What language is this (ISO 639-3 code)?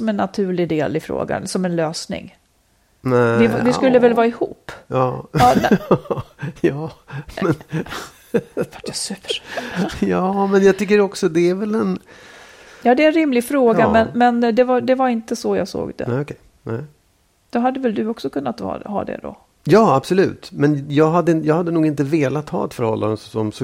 swe